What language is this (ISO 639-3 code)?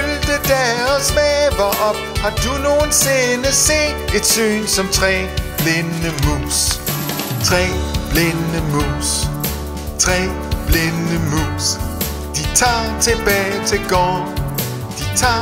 dan